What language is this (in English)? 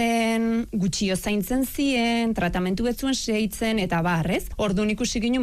Basque